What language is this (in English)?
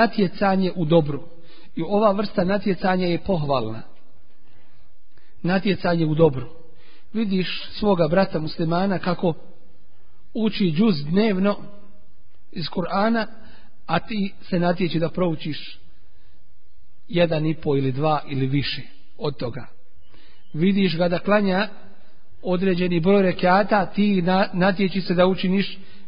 Bosnian